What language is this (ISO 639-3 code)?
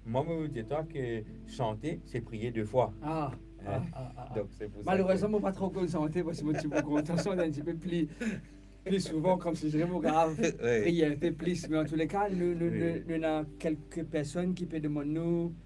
mfe